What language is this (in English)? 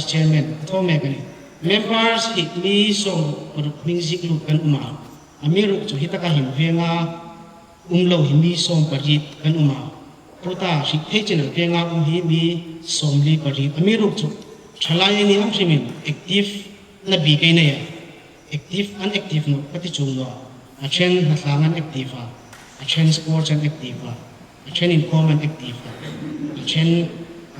Hmar